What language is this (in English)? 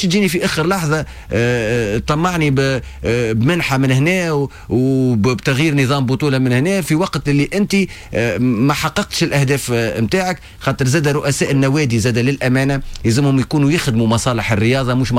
Tunisian Arabic